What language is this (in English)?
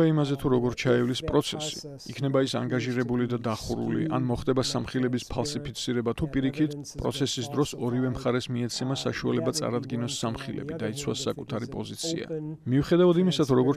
Georgian